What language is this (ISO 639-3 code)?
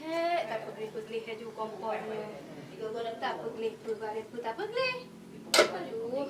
ace